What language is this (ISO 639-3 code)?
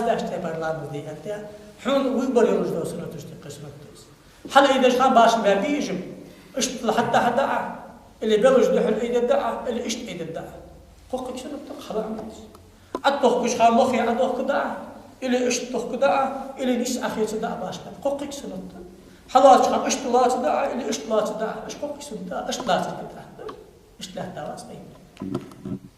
inh